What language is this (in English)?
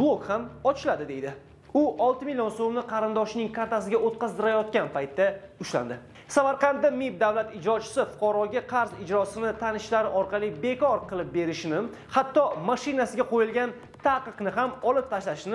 Uzbek